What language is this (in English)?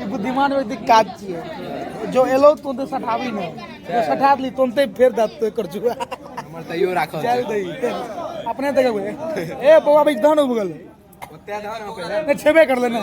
Maithili